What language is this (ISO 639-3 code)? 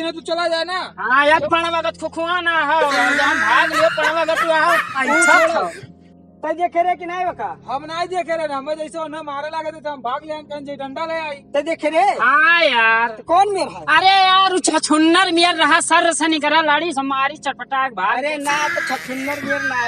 awa